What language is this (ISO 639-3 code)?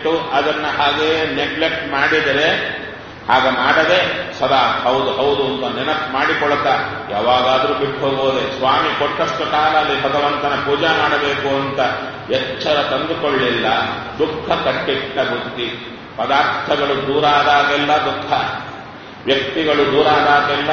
kan